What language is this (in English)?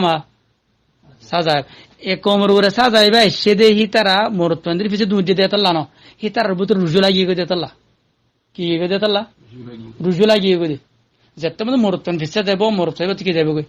Rohingya